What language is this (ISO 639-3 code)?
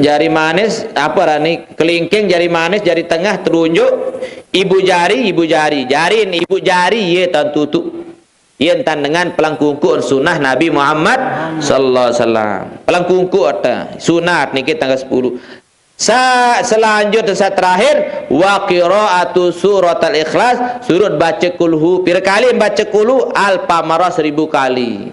sas